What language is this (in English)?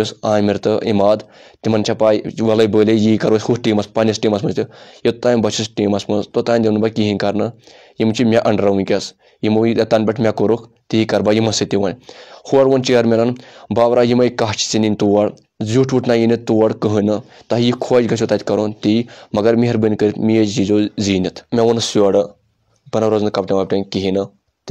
Kashmiri